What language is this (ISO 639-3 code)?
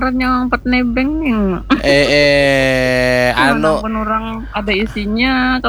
bjn